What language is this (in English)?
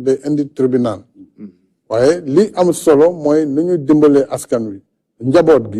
Wolof